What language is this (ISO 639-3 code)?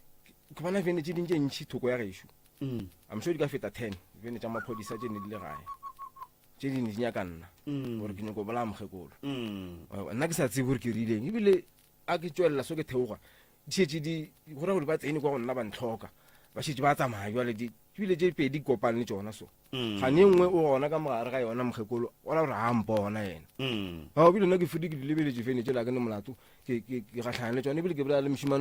nso